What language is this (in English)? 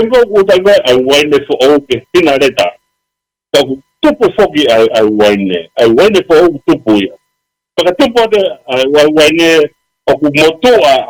Tongan